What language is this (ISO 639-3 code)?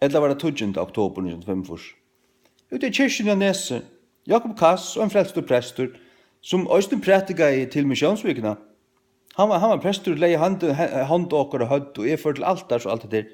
fao